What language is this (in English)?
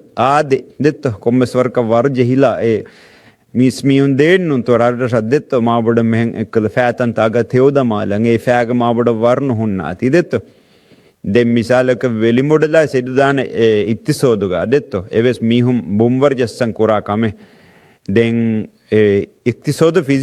Divehi